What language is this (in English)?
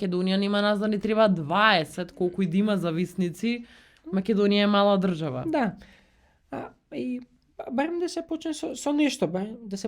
Macedonian